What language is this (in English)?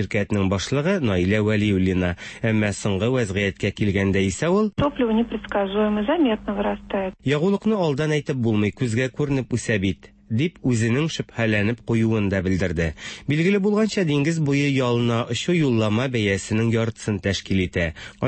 Tatar